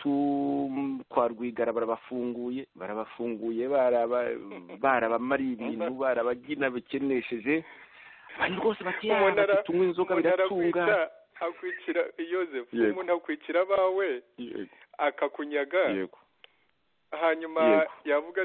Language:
Kinyarwanda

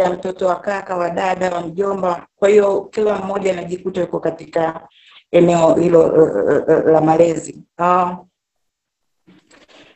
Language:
Swahili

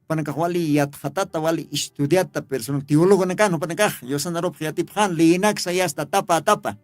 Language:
Aymara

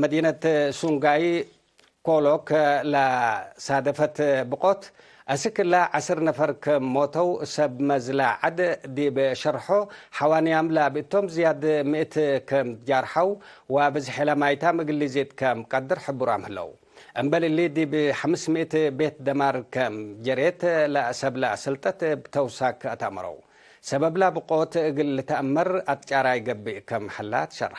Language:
Tigre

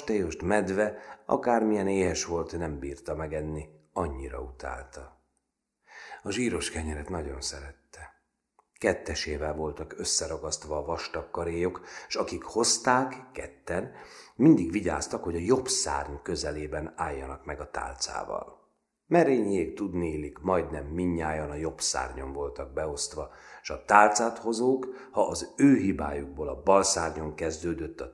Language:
Hungarian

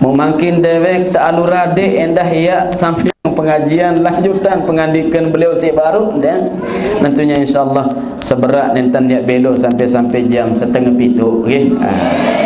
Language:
Sasak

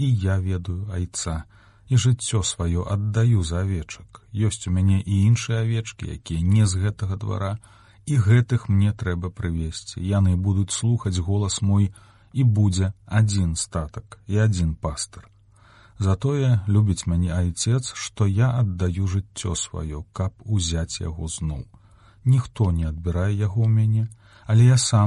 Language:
Belarusian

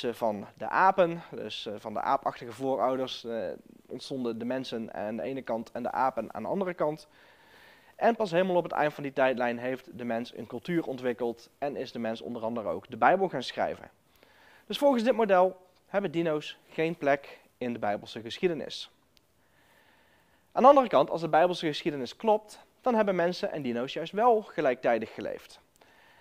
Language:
Dutch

